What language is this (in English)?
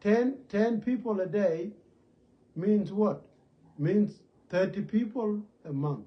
Nuer